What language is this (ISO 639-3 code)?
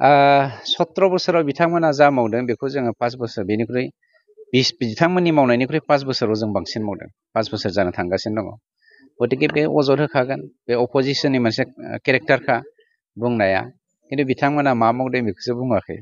brx